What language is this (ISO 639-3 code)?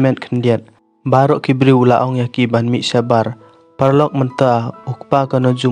kha